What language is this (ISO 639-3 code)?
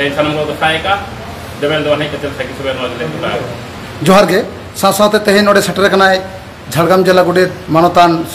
sat